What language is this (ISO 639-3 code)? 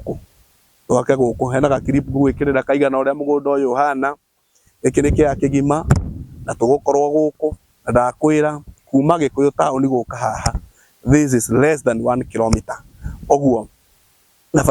kik